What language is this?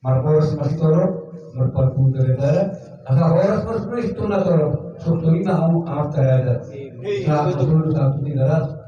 Batak Toba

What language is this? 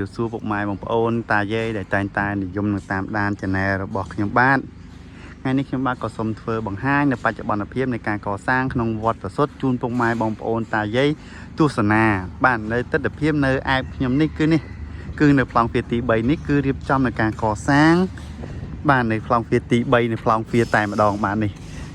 Khmer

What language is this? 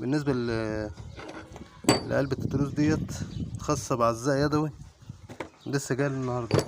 Egyptian Arabic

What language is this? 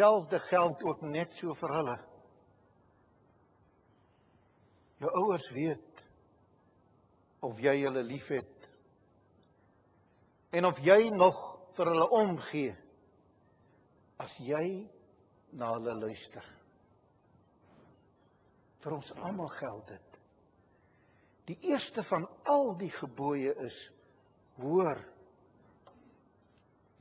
Afrikaans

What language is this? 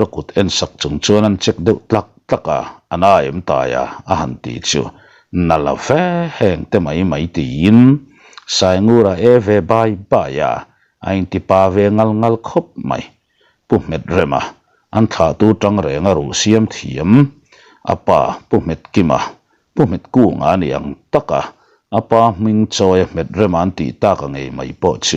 Mizo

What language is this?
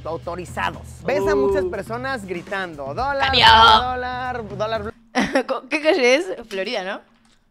Spanish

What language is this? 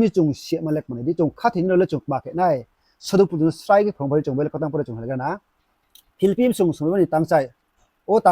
Riang (India)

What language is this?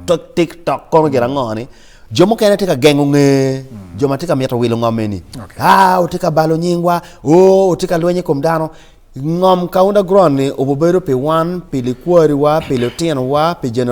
Acoli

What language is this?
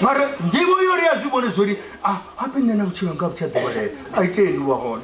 Venda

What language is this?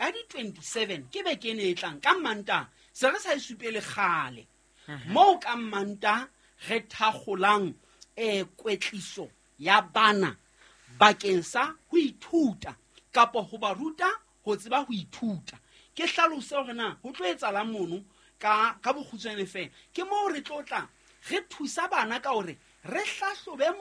Southern Sotho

